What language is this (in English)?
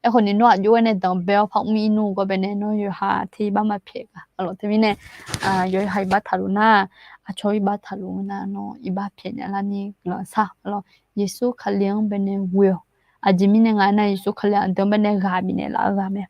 Akha